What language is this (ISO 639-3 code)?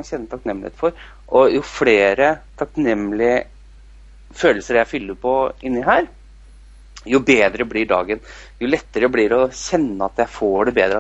nor